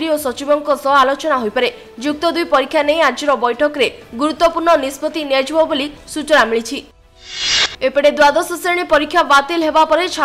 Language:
Odia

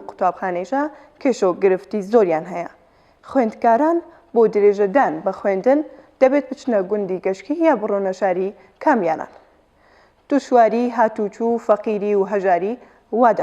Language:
Central Kurdish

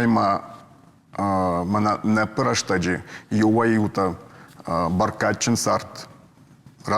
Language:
Ossetic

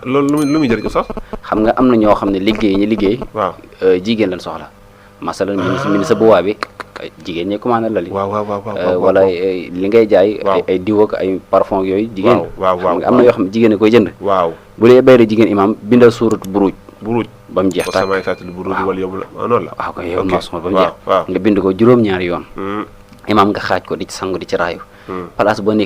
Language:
Wolof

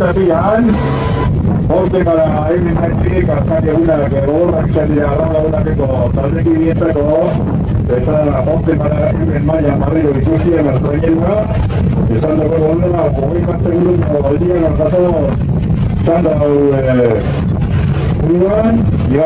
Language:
Basque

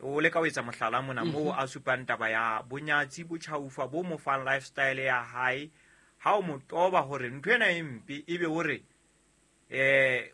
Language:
Southern Sotho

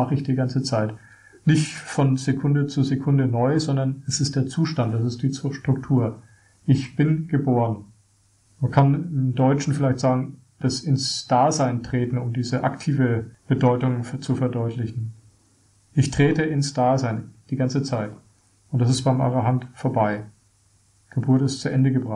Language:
German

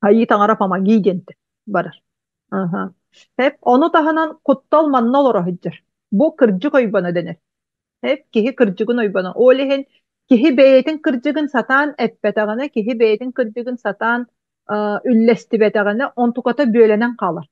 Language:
Yakut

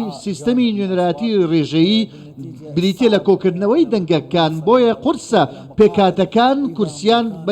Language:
Central Kurdish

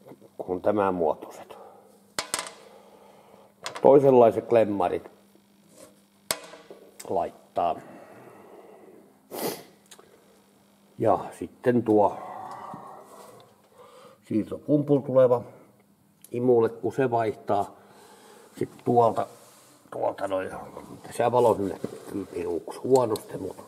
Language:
Finnish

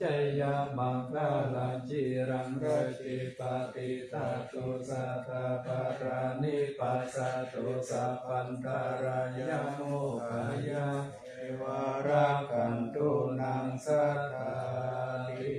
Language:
Pali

